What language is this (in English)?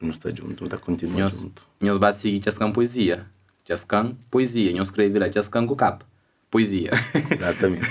Kabuverdianu